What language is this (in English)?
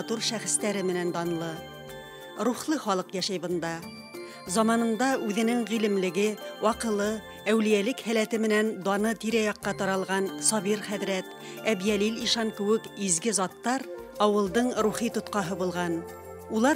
Bashkir